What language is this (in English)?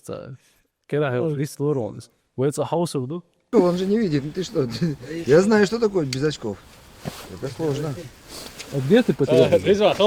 Chechen